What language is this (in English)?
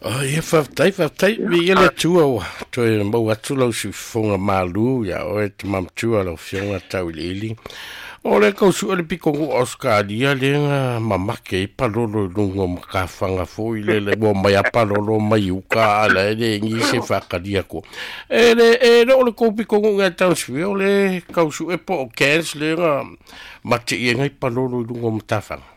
Samoan